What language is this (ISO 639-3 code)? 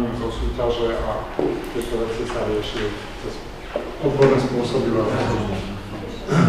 slk